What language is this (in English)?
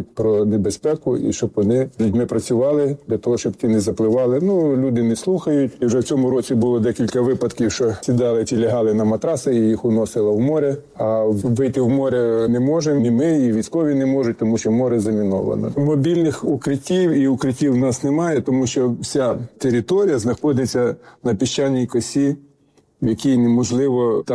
Ukrainian